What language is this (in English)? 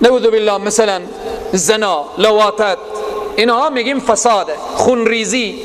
Persian